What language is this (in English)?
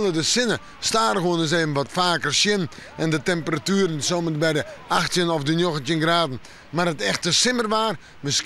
Western Frisian